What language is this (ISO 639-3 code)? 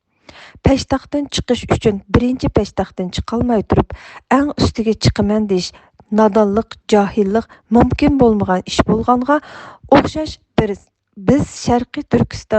uig